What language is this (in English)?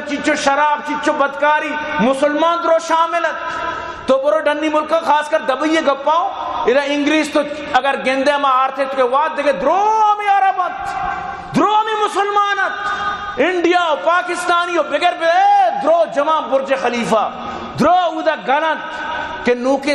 Baluchi